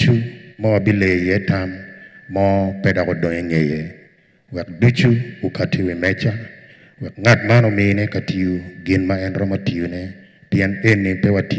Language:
Acoli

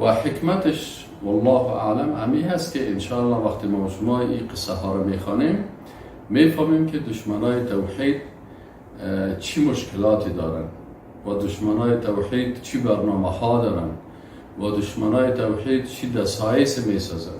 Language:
Persian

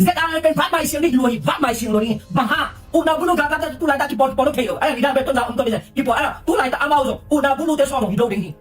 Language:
Tedim Chin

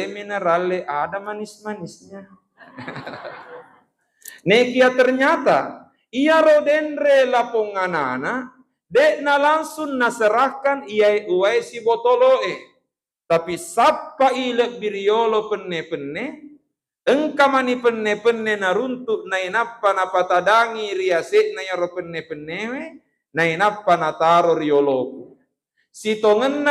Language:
Buginese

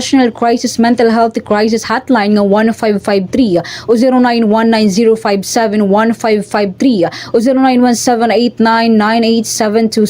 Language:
Waray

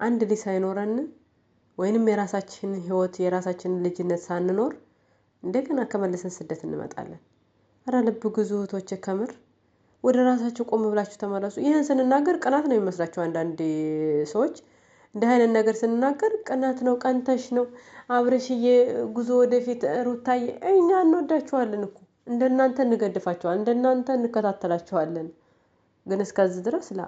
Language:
Amharic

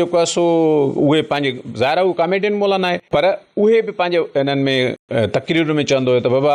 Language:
Sindhi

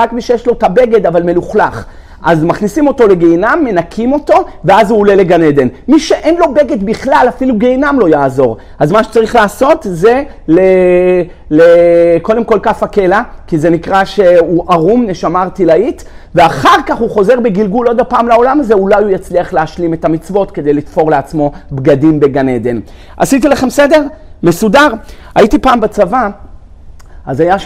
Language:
Hebrew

